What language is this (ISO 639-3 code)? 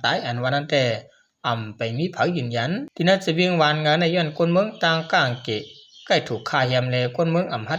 shn